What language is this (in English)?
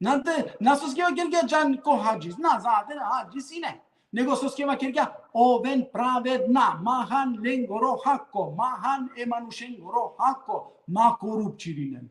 Balkan Romani